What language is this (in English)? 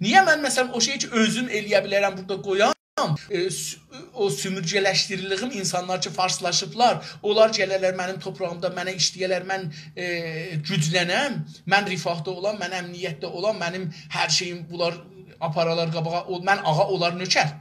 South Azerbaijani